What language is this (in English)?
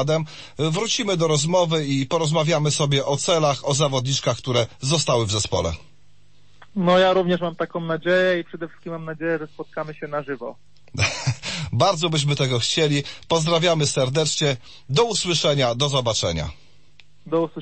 Polish